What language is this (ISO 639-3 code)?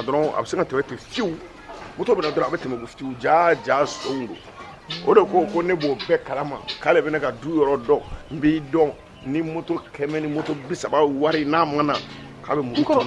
bam